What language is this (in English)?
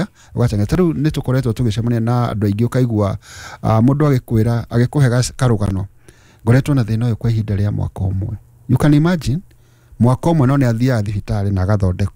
Kikuyu